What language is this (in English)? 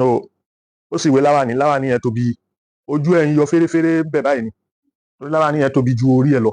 Yoruba